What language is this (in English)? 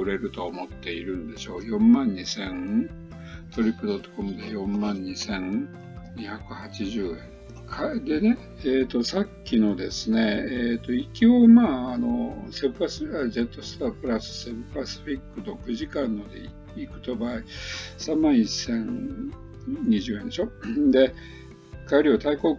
Japanese